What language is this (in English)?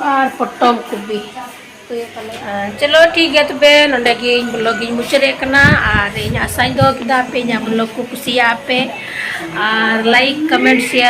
Santali